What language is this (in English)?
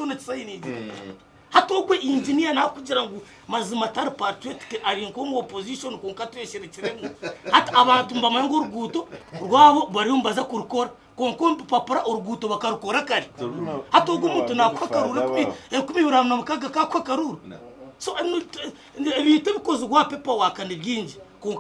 Nyankole